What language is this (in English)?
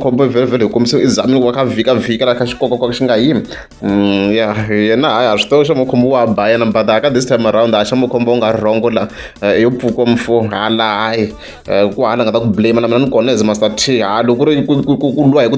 Tsonga